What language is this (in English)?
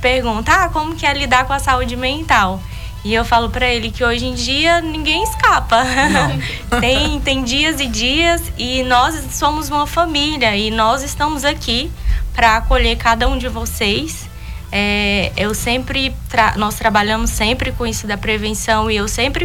Portuguese